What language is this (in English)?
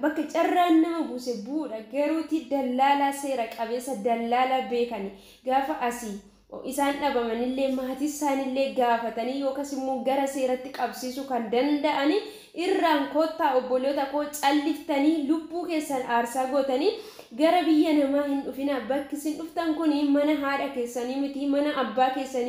Oromo